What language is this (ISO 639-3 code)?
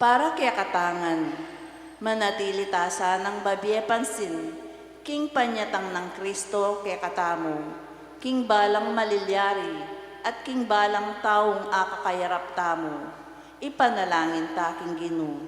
pam